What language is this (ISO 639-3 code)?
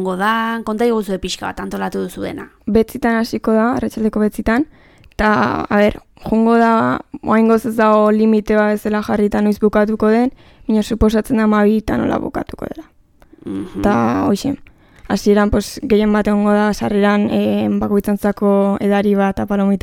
eus